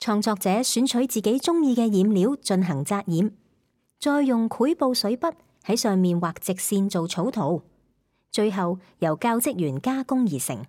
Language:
Cantonese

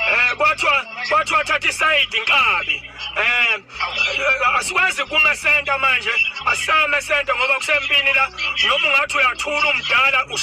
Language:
Zulu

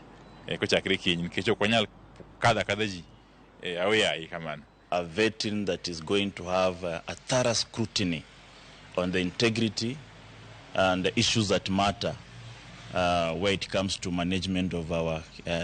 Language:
Luo (Kenya and Tanzania)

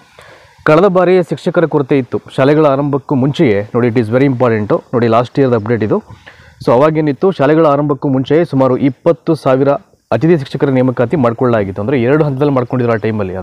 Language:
Kannada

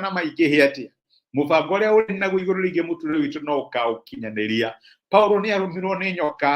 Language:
Kikuyu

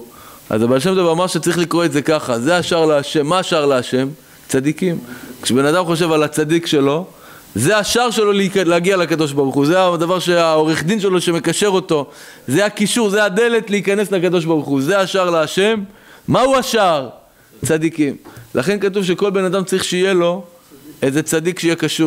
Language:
Hebrew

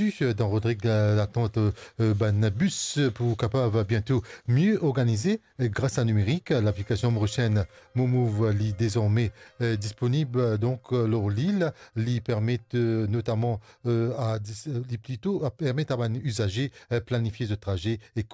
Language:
Morisyen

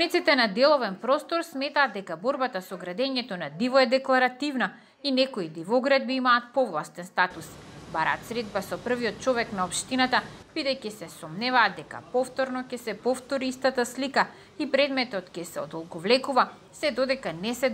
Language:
Macedonian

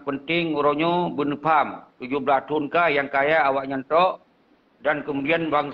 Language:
Achinese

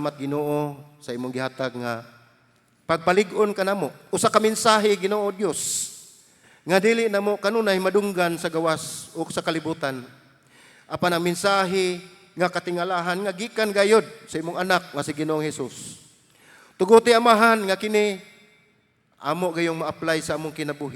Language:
Cebuano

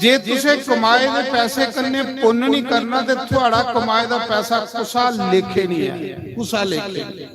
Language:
Dogri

